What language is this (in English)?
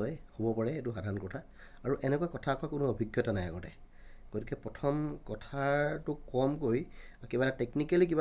Assamese